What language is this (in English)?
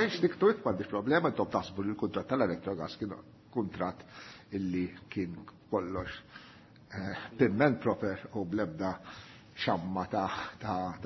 Maltese